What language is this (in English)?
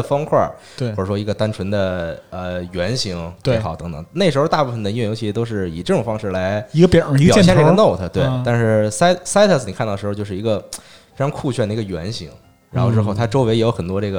Chinese